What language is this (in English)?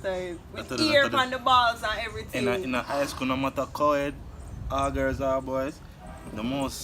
Jamaican Creole English